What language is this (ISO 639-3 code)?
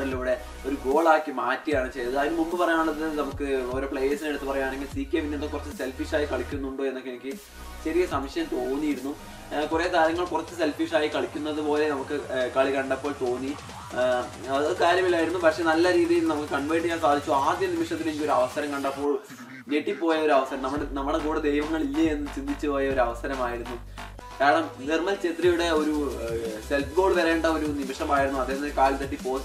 mal